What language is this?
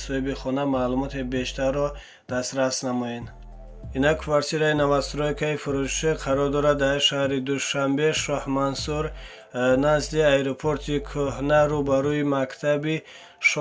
Tajik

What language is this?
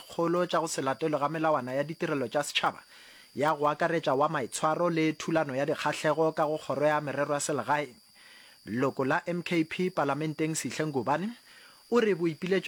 Northern Sotho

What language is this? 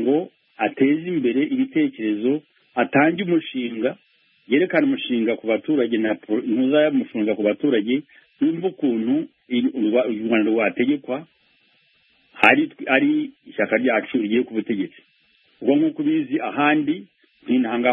Kinyarwanda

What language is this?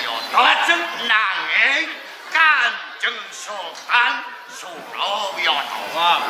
Javanese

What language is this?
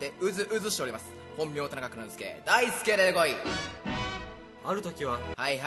Japanese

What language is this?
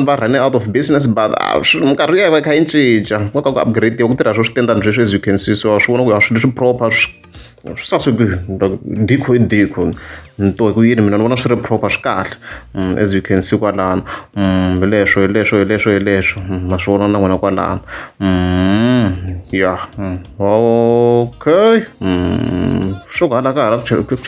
Tsonga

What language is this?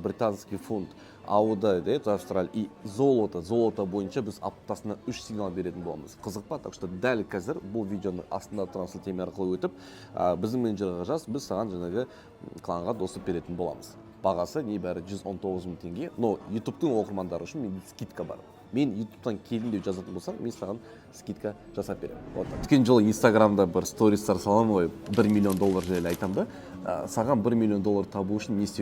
Kazakh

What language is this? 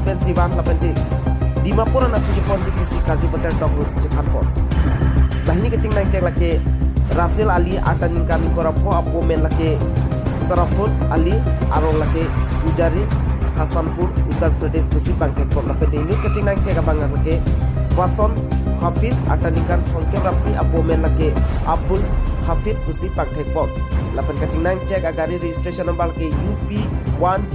Karbi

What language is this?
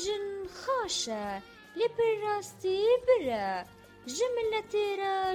Kurdish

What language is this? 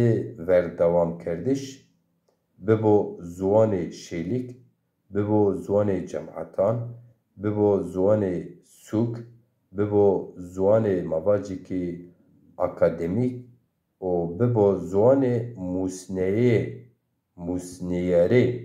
Zaza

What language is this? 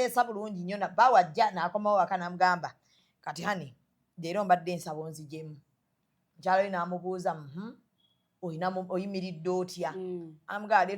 Ganda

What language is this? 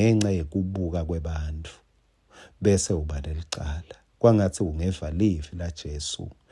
Swati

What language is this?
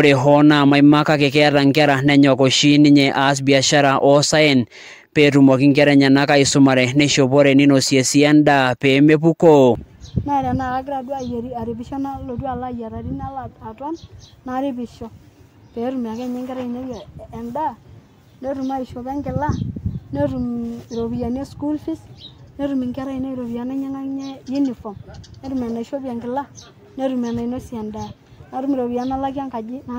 Masai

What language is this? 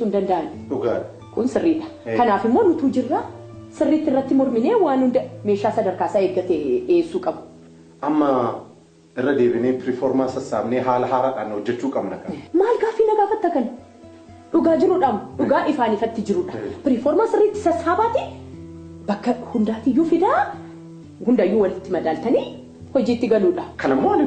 Oromo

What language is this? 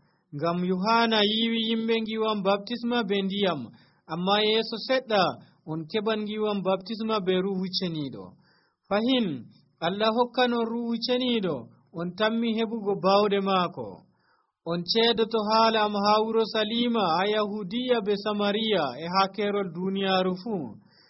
Nigerian Fulfulde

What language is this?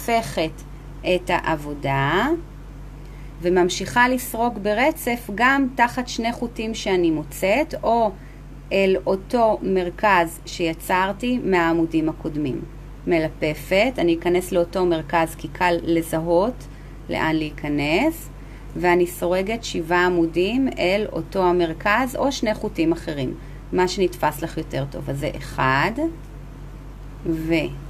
Hebrew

